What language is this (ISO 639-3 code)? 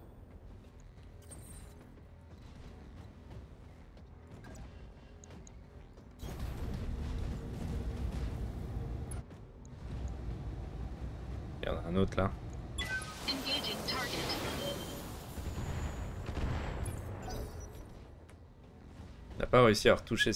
fra